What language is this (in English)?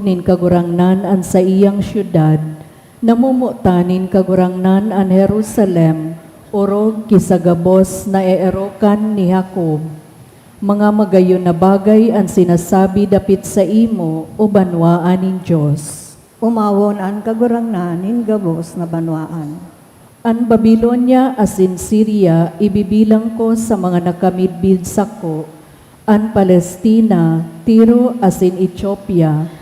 Bikol